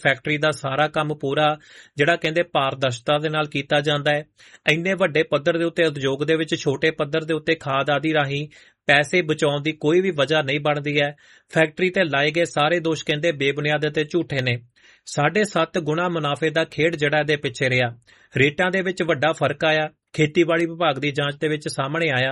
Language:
Punjabi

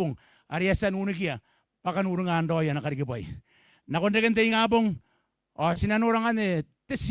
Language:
Gilbertese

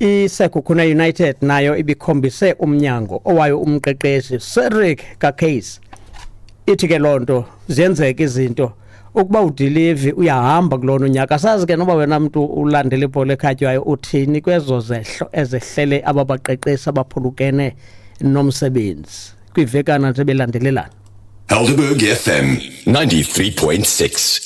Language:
Xhosa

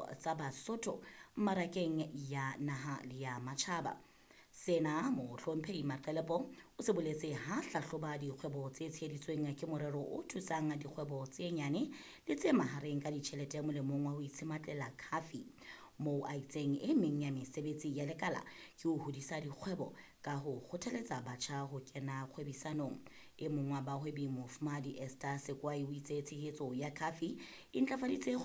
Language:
Southern Sotho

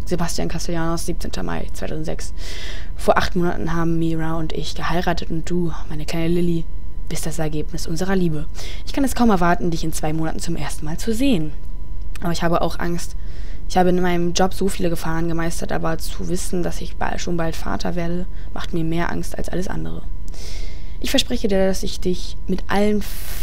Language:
German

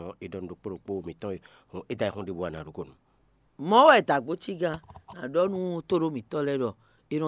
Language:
Fon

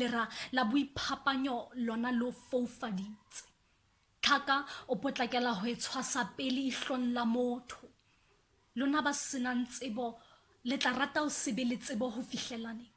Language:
Southern Sotho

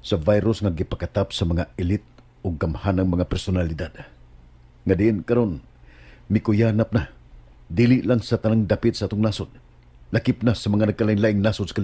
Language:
Cebuano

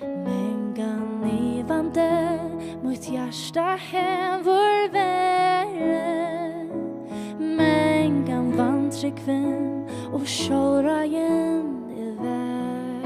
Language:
Faroese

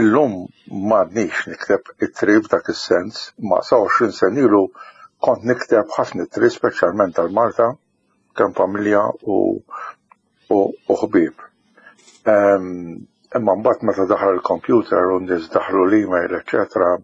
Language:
Maltese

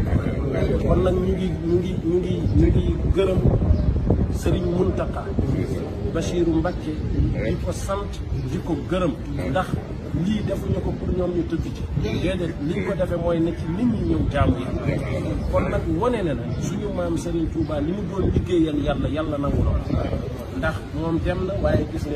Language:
Wolof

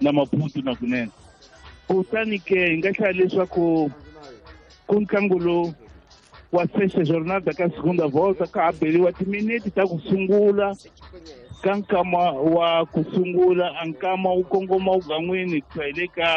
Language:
Tsonga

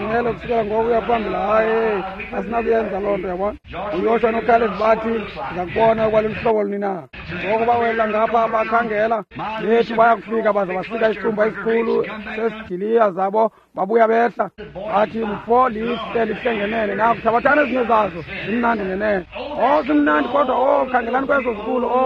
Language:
Xhosa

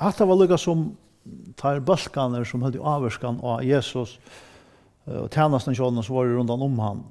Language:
Faroese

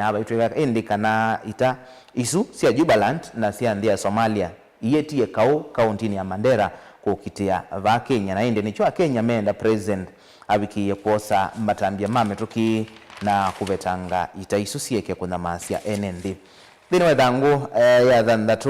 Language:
Kamba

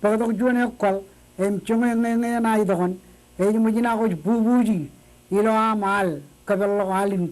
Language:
Marshallese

